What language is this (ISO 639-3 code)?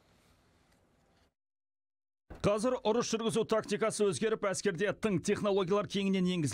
kaz